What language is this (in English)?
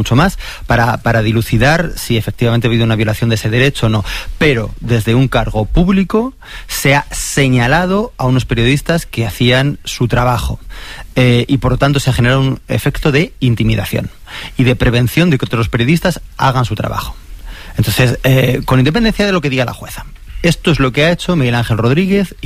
Spanish